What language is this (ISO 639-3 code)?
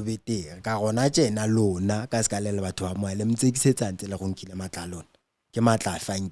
sot